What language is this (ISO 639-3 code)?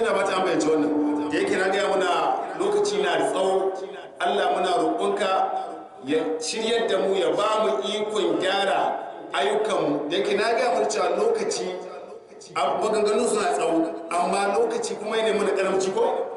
hau